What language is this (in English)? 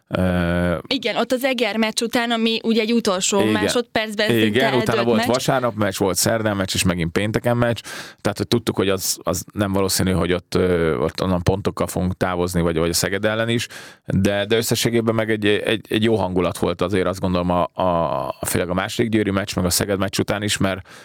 Hungarian